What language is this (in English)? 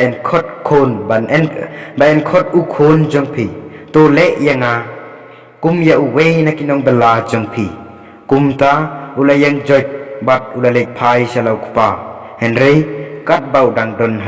Khasi